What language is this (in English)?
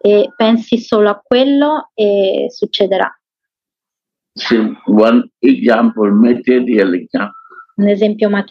Italian